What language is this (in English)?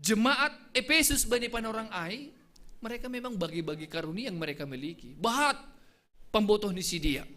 Batak Simalungun